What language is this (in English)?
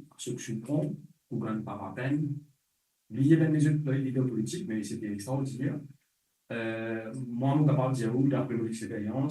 Morisyen